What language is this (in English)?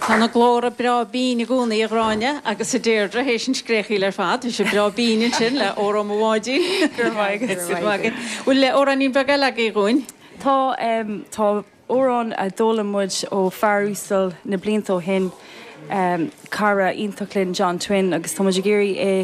Irish